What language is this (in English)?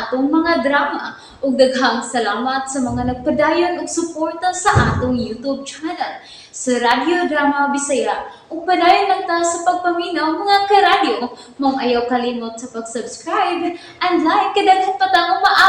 Cebuano